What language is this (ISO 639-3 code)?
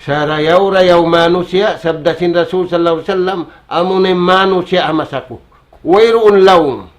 tsg